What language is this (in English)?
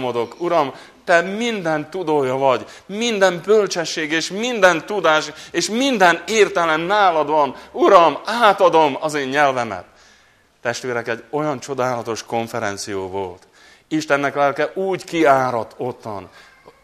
Hungarian